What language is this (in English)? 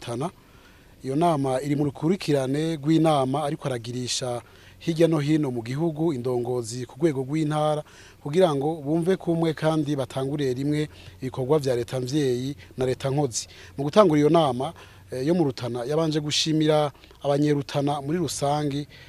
Rundi